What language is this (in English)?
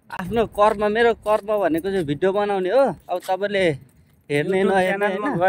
Nepali